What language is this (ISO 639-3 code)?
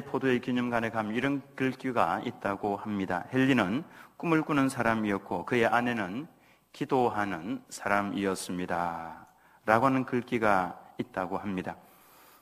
kor